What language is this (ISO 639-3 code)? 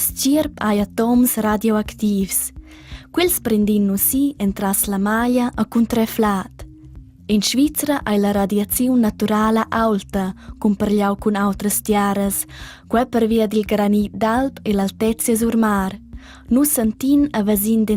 roh